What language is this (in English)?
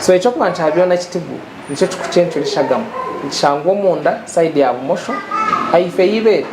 Nyankole